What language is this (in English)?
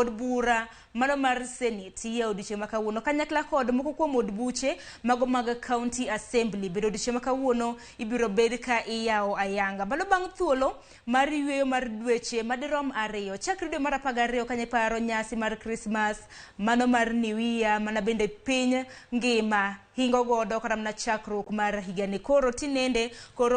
Luo (Kenya and Tanzania)